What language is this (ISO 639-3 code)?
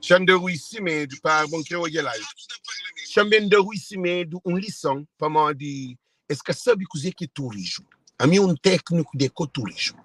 kea